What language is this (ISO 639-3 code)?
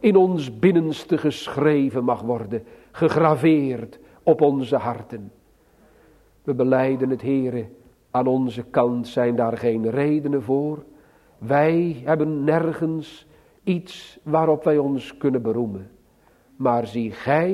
nld